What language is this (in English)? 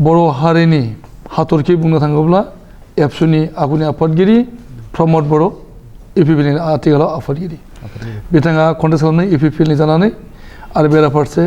Bodo